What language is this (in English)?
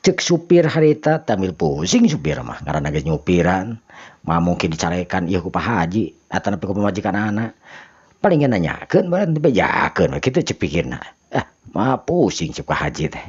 Sundanese